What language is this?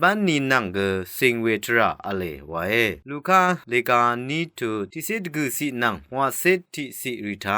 Rawang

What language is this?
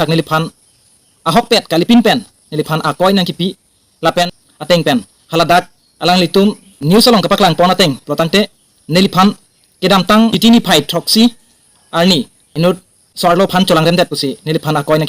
Karbi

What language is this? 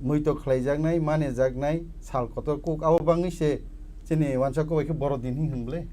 Kok Borok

